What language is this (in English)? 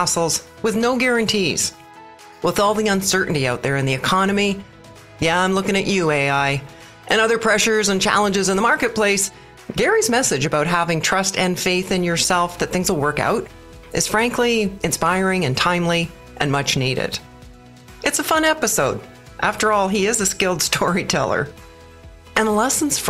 English